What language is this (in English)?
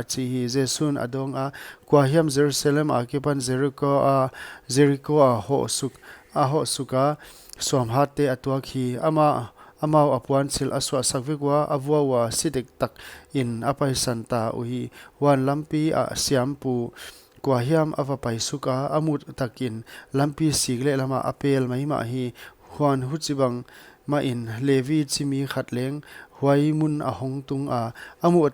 Paite Chin